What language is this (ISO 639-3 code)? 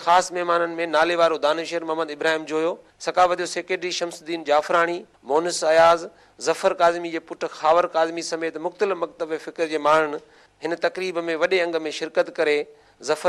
snd